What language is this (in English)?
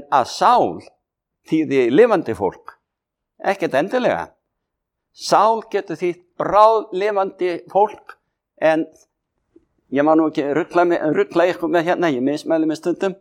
Icelandic